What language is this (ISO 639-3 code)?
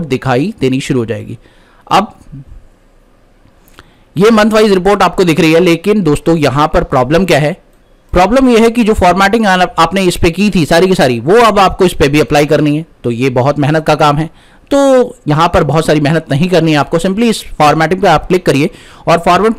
hin